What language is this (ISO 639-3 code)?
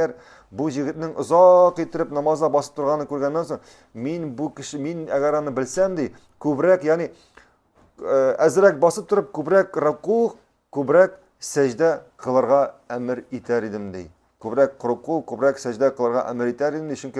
tat